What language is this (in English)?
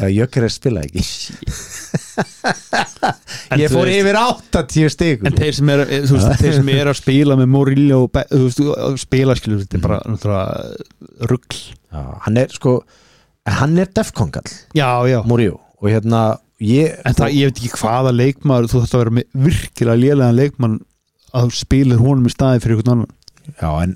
Icelandic